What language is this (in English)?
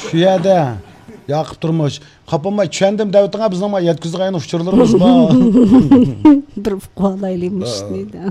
Uyghur